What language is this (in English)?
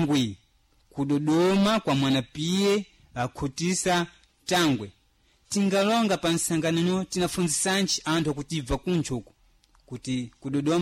Sena